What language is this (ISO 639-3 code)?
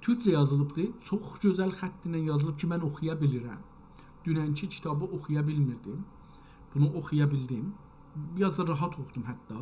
azb